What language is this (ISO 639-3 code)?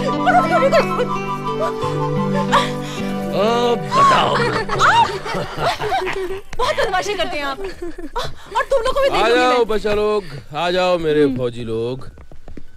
hin